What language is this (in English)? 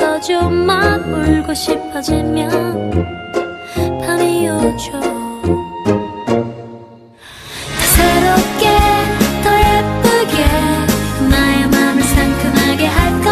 Korean